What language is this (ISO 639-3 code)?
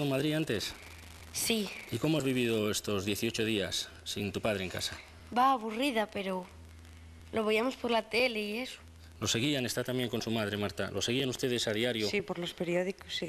spa